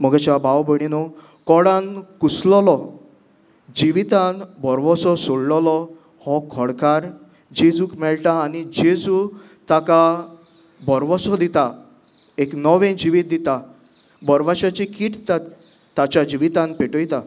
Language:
Konkani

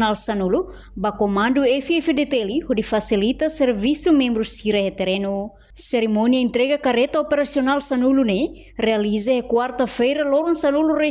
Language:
Tetum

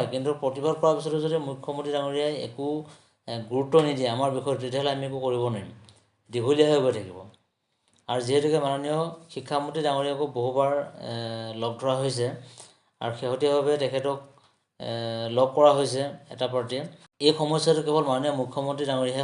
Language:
Assamese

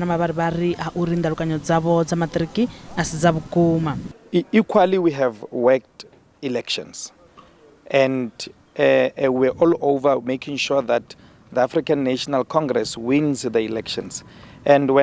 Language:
Venda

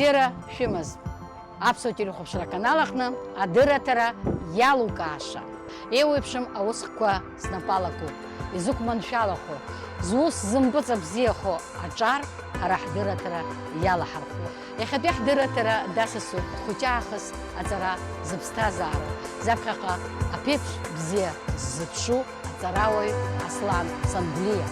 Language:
Abkhazian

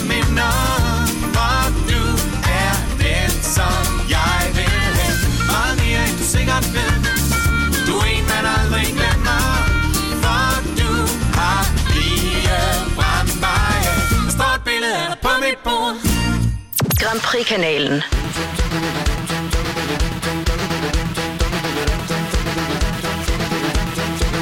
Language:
Danish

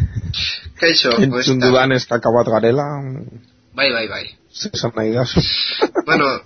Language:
Basque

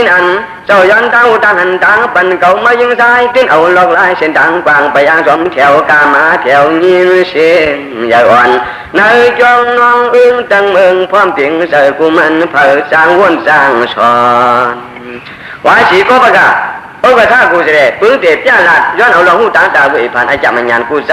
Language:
Shan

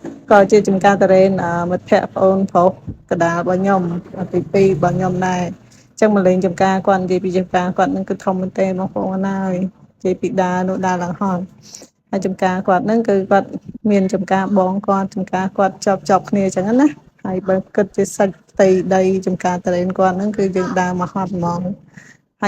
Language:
Khmer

